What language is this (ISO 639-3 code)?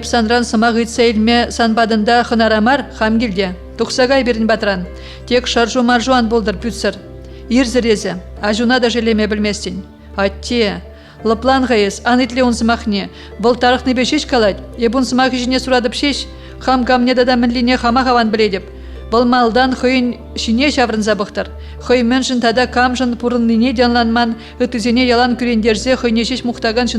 chv